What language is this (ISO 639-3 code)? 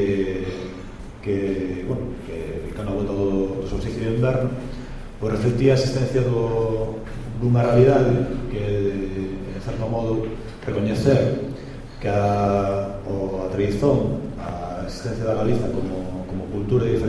glg